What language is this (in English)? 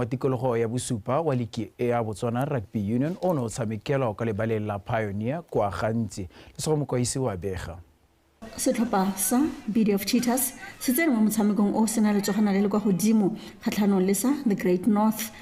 Tswana